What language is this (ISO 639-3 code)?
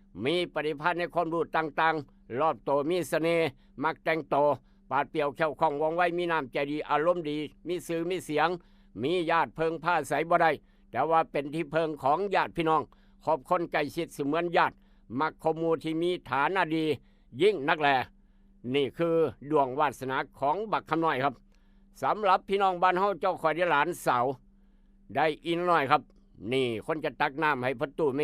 tts